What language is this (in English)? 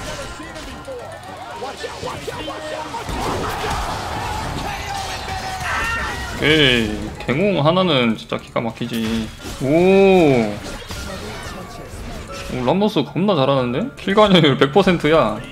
Korean